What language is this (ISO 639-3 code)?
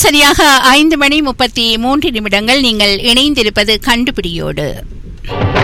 tam